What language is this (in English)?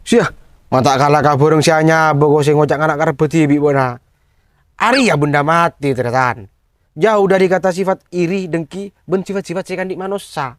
Madurese